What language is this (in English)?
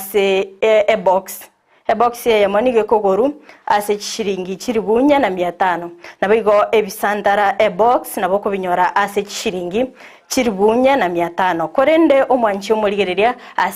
Gusii